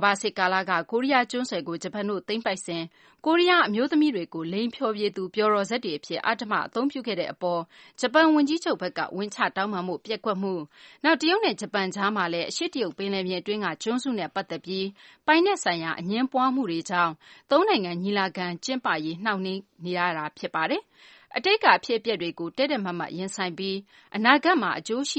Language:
Burmese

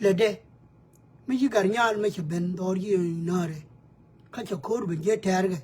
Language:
Nuer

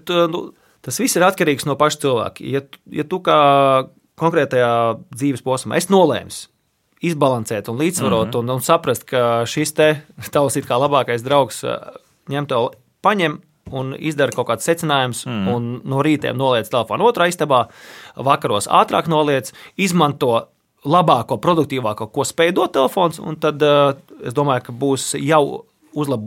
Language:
Latvian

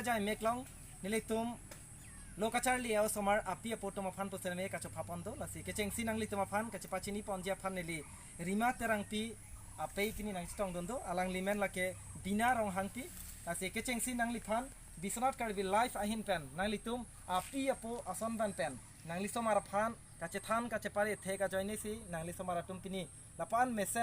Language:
Karbi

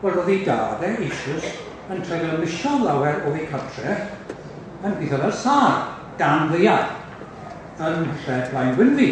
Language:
Welsh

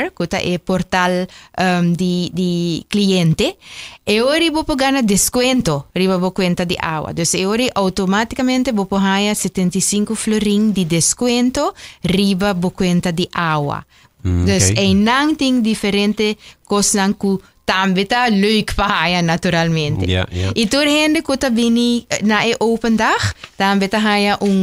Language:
Papiamento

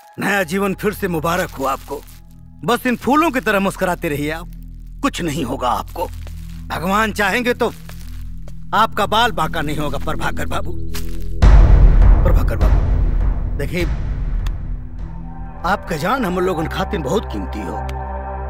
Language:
Bhojpuri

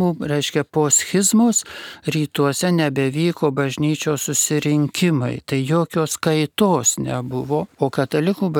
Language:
Lithuanian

